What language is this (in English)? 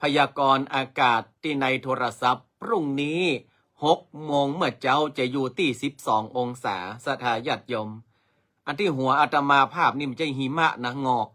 Northern Thai